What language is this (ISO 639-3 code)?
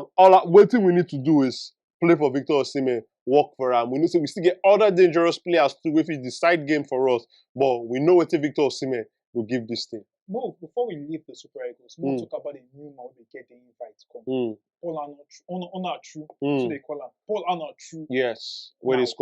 pcm